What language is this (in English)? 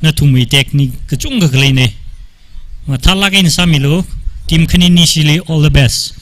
Tangkhul Naga (India)